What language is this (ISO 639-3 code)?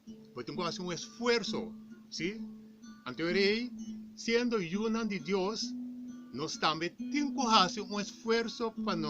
pap